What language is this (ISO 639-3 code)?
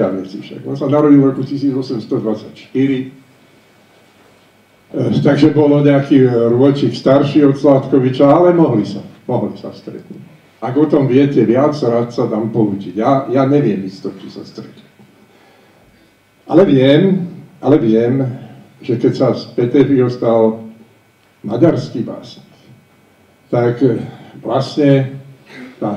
slk